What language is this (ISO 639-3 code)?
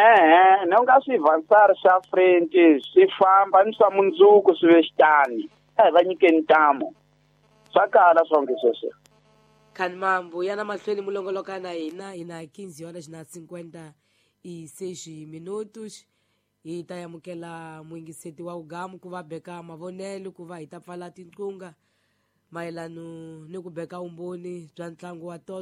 tso